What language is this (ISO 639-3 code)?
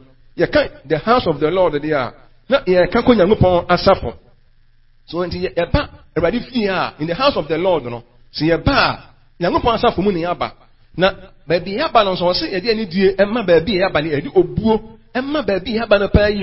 aka